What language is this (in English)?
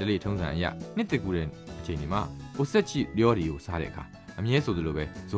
Burmese